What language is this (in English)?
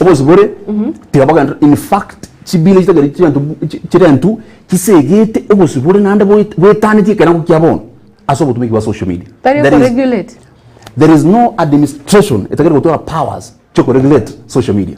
Gusii